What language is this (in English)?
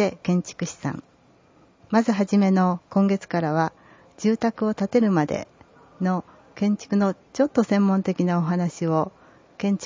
Japanese